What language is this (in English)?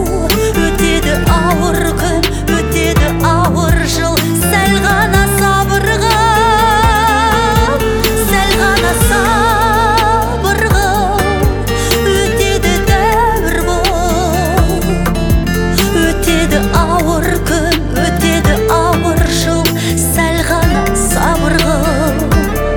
Kazakh